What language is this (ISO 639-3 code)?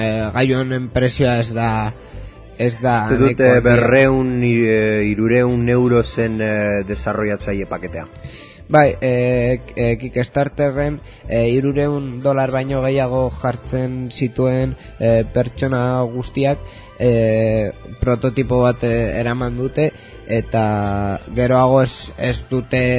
eus